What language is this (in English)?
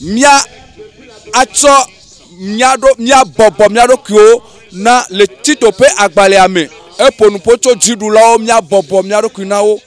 Ewe